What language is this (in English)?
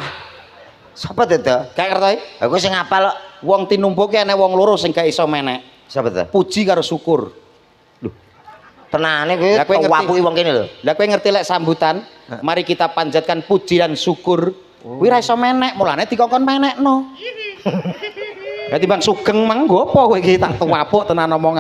Javanese